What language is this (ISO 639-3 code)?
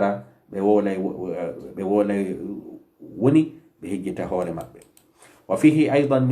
ful